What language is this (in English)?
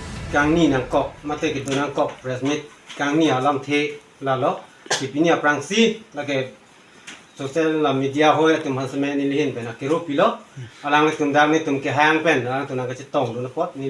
Karbi